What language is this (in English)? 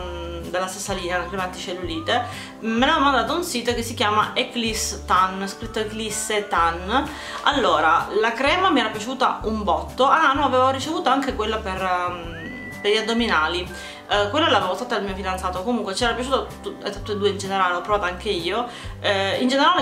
Italian